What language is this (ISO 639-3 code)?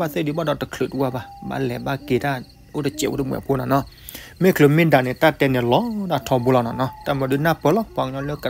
ksw